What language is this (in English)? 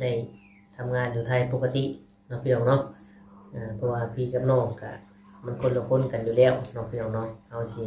Northeastern Thai